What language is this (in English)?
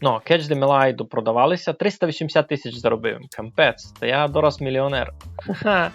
Rusyn